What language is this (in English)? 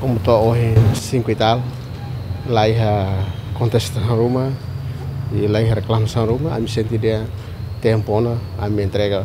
Tetum